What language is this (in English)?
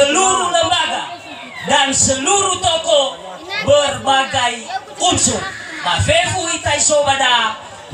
Nias